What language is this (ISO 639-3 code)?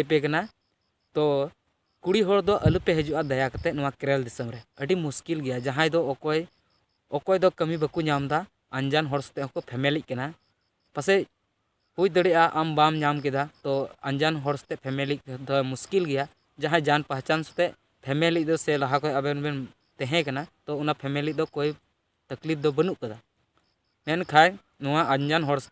sat